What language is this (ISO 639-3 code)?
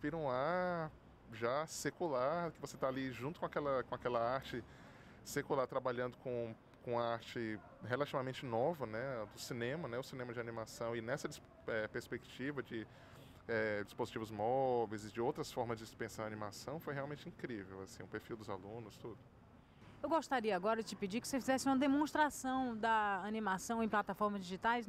por